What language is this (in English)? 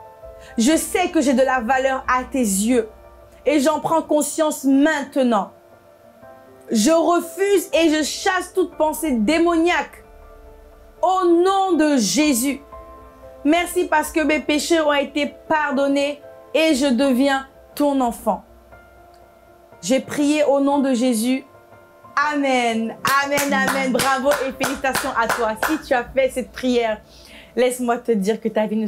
French